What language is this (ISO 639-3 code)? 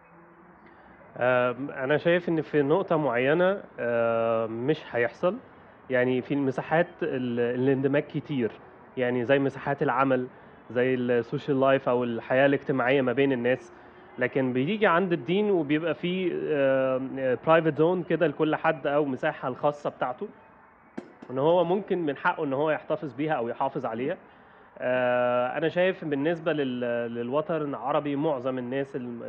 arz